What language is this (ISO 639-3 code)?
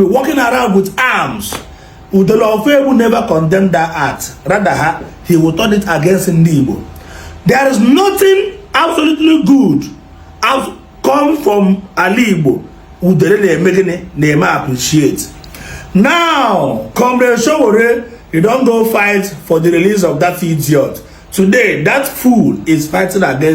ibo